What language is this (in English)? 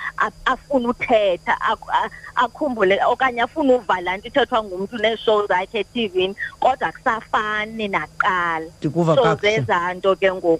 Xhosa